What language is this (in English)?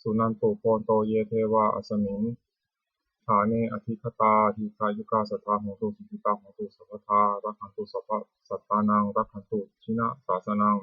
Pali